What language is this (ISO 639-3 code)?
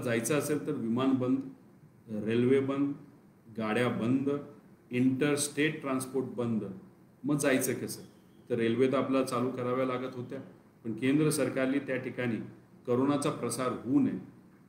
mar